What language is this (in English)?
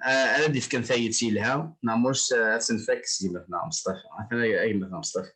Kabyle